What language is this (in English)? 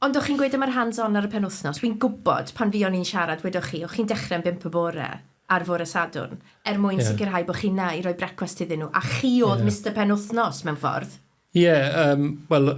Welsh